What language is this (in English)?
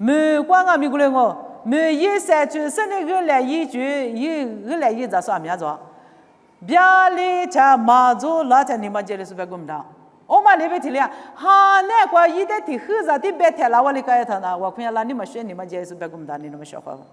Lisu